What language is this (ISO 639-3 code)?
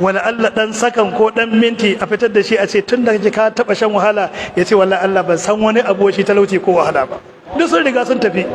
hau